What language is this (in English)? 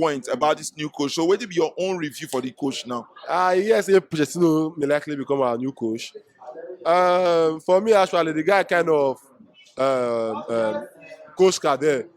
Nigerian Pidgin